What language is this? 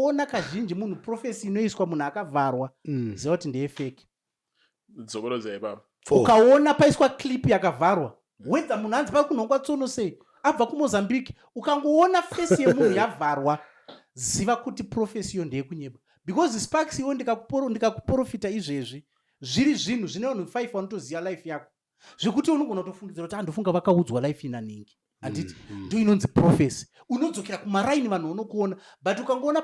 Shona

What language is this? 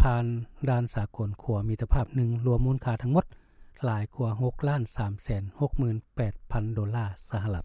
Lao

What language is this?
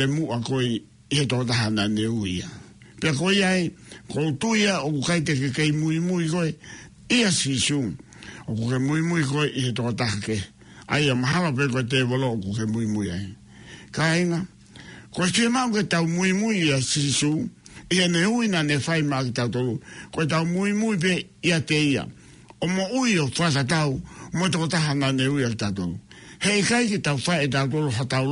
Tongan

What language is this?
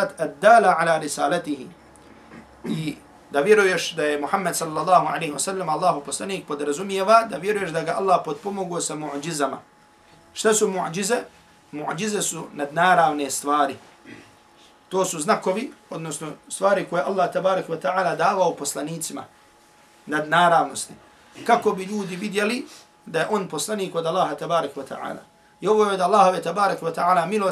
Bosnian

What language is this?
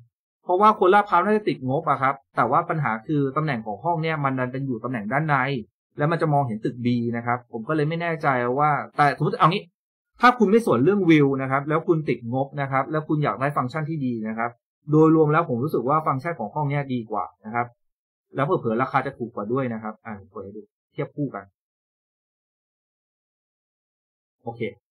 Thai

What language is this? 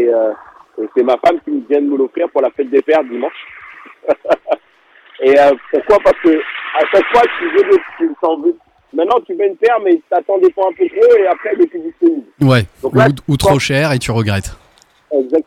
French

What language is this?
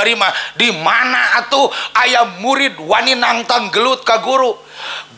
Sundanese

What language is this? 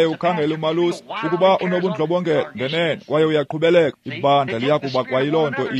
Xhosa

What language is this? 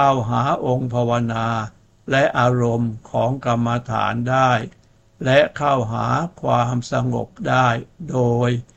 Thai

